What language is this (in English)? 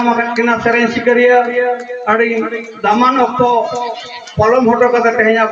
Santali